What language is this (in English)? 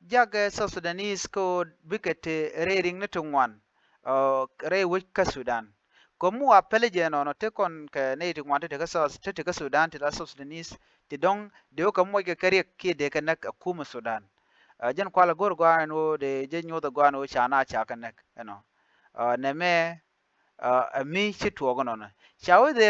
Nuer